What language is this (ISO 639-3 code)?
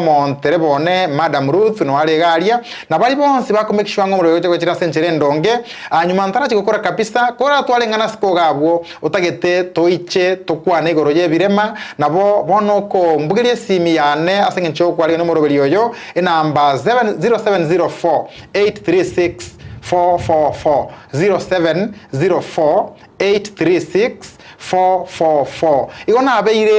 guz